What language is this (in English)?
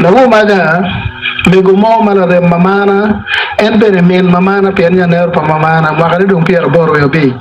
Acoli